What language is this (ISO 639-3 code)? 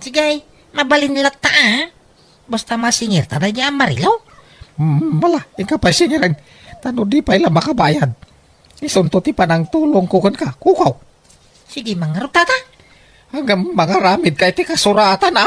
ilo